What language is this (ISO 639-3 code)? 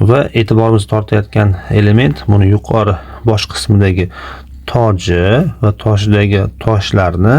uzb